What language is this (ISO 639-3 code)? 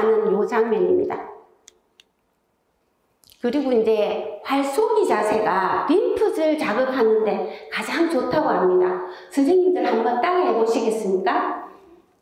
kor